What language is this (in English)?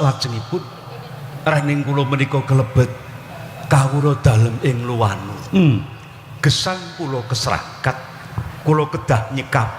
Javanese